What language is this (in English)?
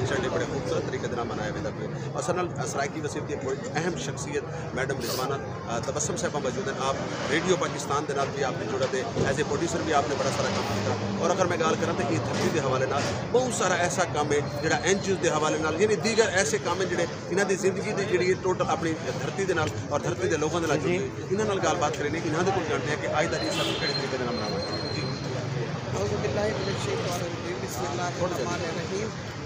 Saraiki